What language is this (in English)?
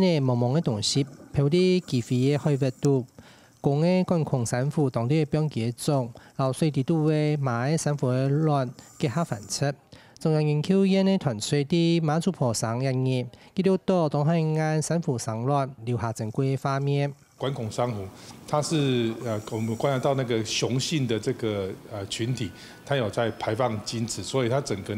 Hakka Chinese